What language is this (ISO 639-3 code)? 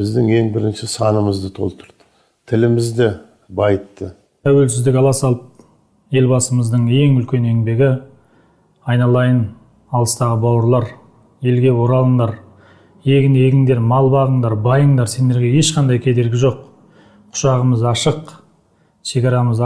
kaz